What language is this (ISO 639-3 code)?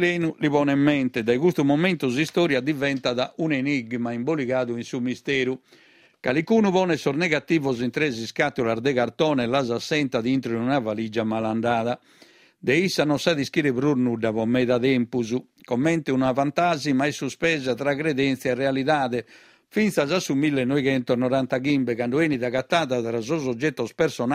srd